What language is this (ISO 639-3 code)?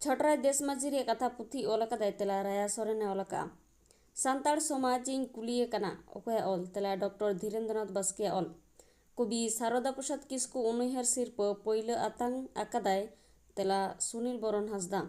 sat